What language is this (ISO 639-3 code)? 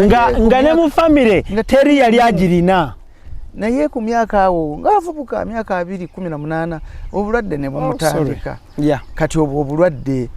lug